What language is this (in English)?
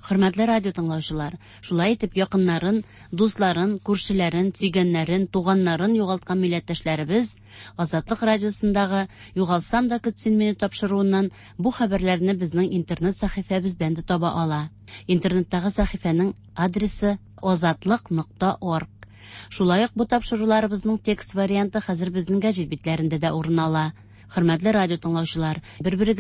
Tatar